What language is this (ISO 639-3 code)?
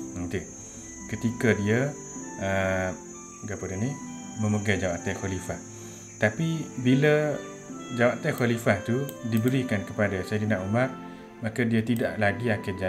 msa